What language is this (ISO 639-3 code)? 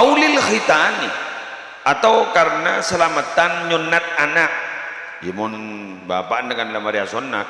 mad